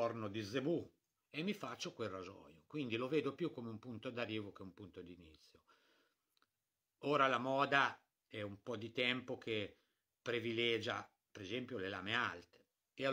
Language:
Italian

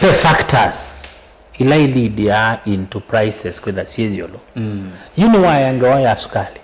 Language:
Kamba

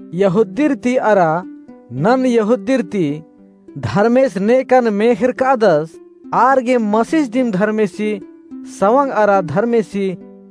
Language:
Kurukh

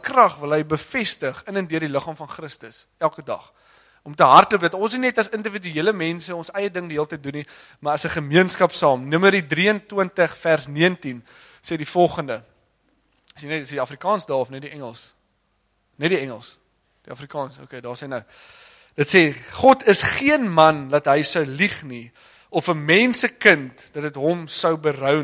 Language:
Afrikaans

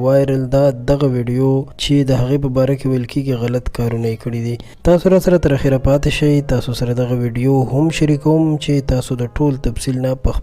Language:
Pashto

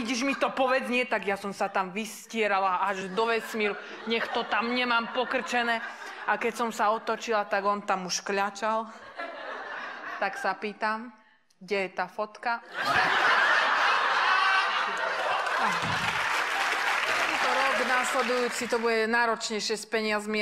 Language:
Slovak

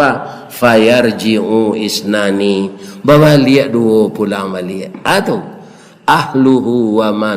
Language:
Minangkabau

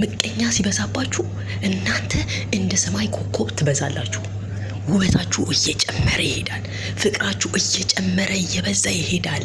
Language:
Amharic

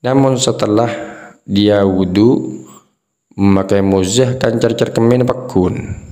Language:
Madurese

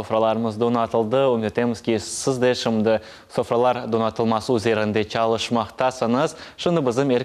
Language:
Crimean Tatar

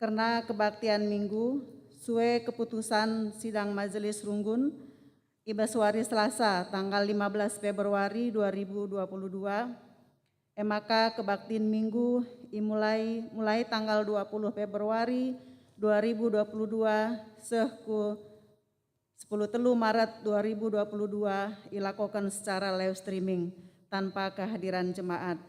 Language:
Batak Karo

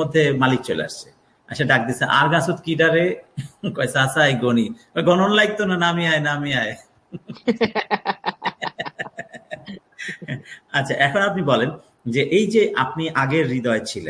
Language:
Bangla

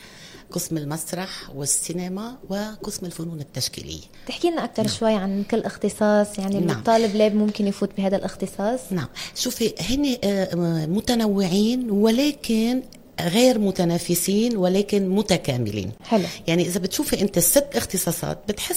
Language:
North Levantine Arabic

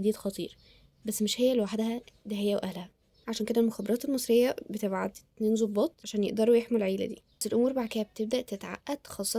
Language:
Egyptian Arabic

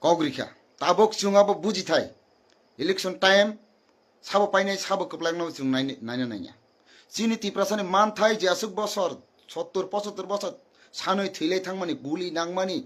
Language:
Kok Borok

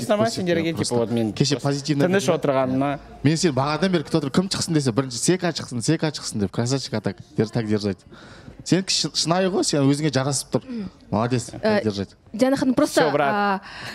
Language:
Kazakh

